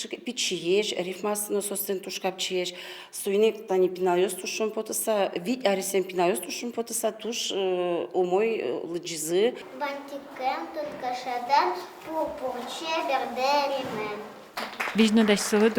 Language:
Udmurt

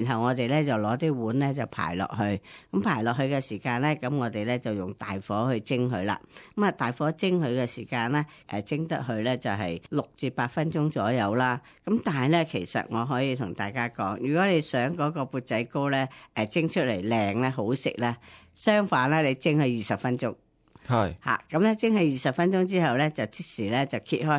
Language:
Cantonese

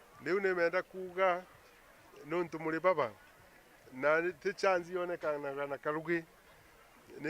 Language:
Meru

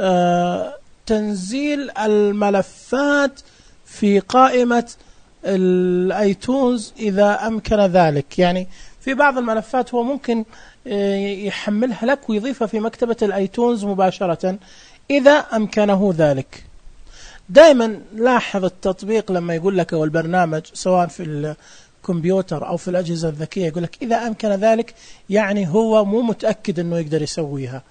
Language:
Najdi Arabic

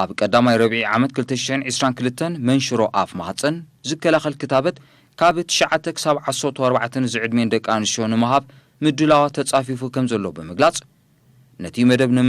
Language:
Tigrinya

